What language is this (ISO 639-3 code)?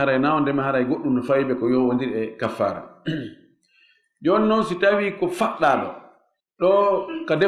ful